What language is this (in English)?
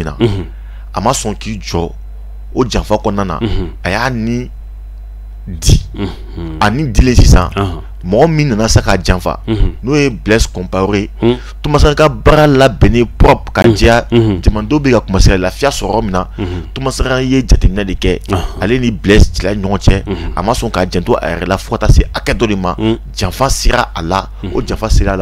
Bambara